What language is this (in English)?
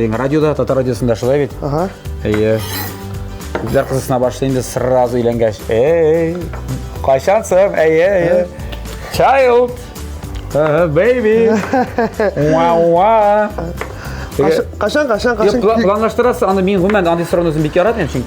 Tatar